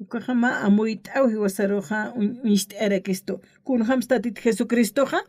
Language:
Aymara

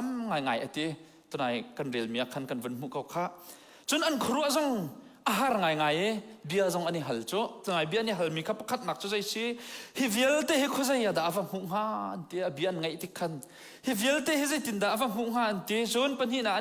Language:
Hakha Chin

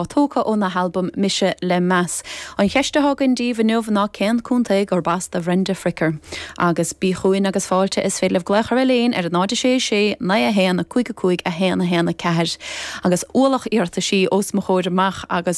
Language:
Irish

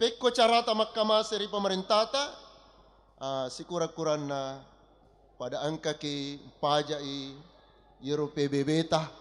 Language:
Buginese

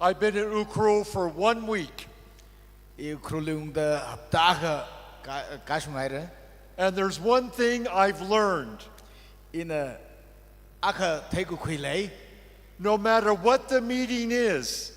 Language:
Tangkhul Naga (India)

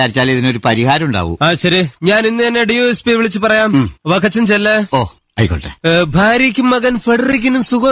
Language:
Malayalam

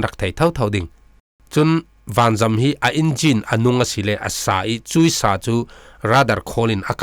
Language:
Falam Chin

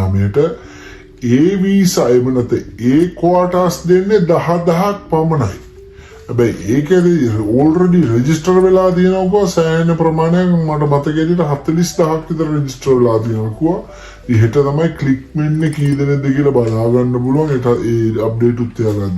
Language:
Sinhala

